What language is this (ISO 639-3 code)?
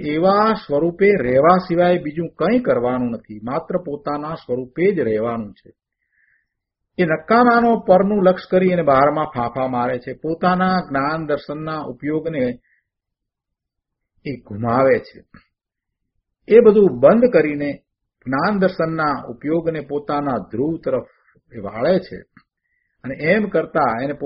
guj